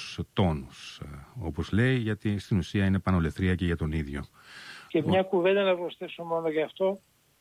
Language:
Greek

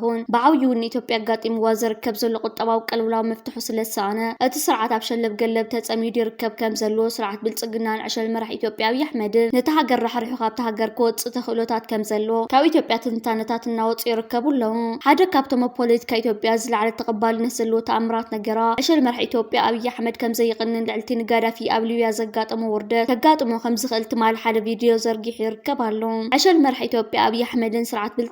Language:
Tigrinya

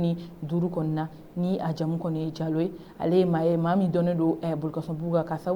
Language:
Bambara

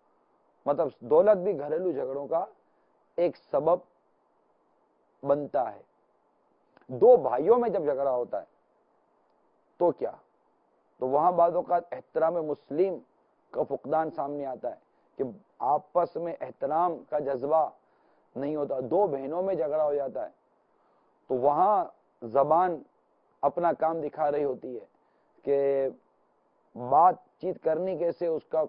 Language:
Urdu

